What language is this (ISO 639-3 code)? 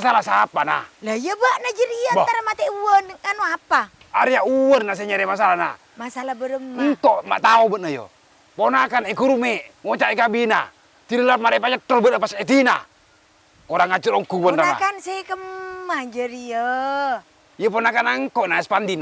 mad